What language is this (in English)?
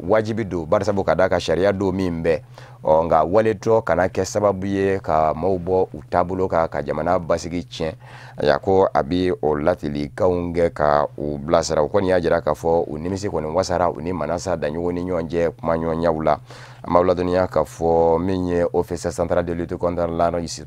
Bambara